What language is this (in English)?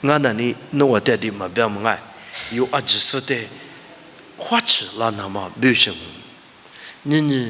Lisu